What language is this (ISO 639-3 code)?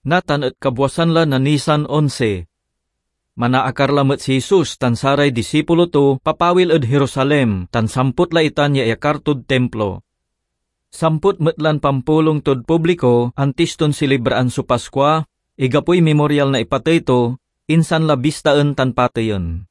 pag